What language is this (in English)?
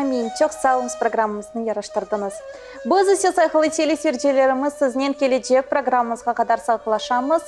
Crimean Tatar